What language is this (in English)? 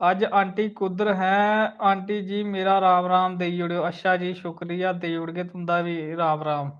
Dogri